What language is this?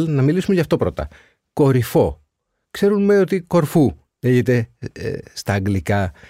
Greek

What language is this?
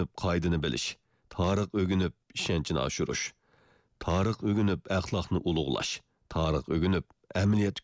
Uyghur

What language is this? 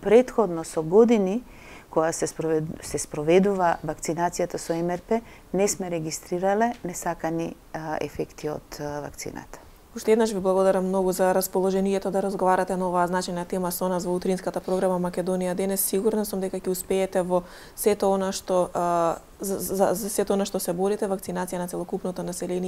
Macedonian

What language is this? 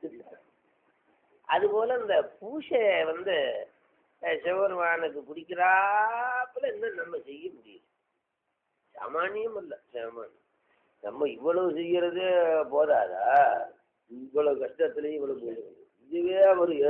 Tamil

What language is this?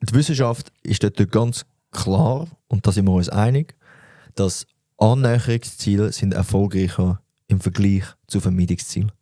Swiss German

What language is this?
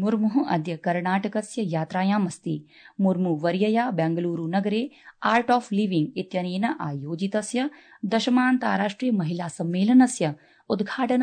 Sanskrit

